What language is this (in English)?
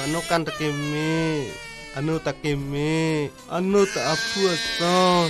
Karbi